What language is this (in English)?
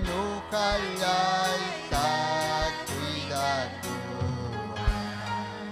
Ayacucho Quechua